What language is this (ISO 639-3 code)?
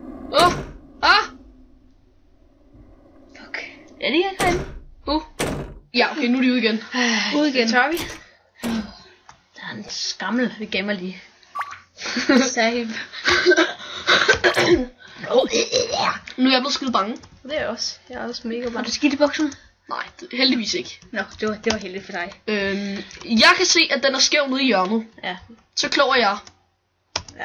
dan